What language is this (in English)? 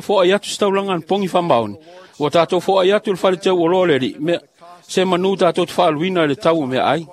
Samoan